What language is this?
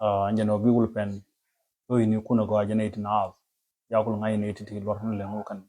Nuer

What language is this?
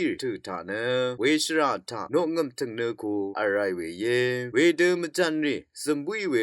Rawang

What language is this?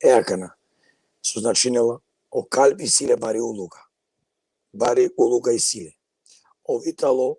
Balkan Romani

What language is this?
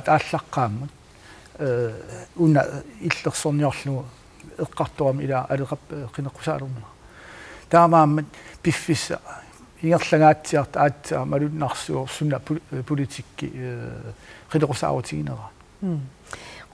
Kalaallisut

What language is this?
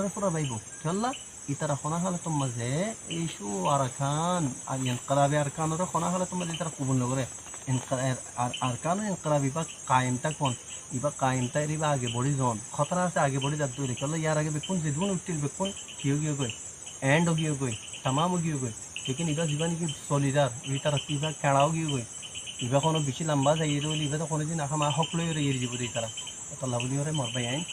Rohingya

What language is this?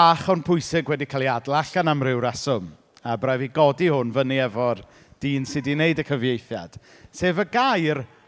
Welsh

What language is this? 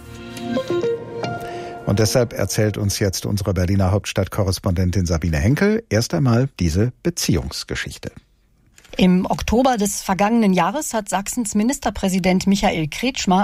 German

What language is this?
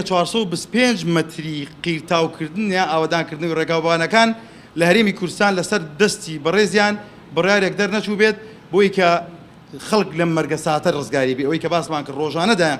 Central Kurdish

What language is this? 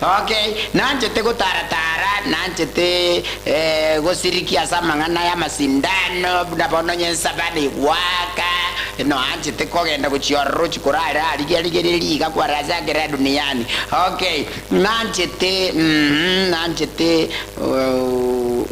Gusii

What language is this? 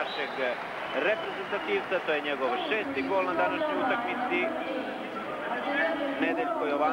Serbian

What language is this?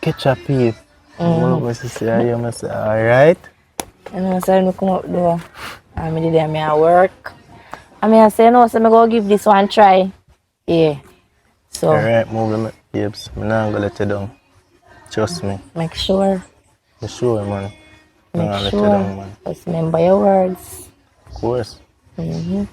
Jamaican Creole English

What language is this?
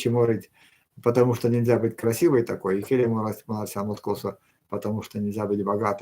Erzya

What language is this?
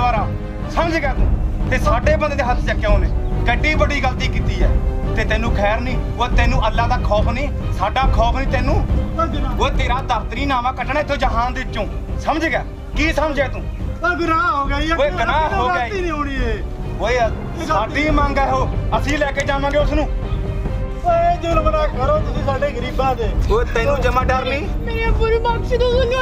Punjabi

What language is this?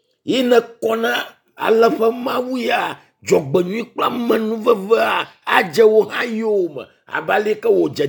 Ewe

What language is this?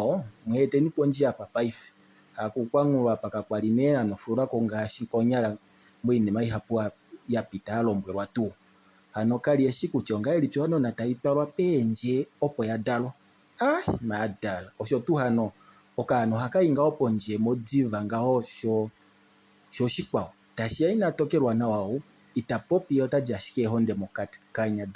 Kuanyama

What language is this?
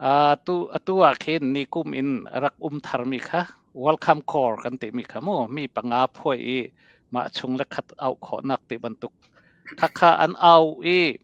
Hakha Chin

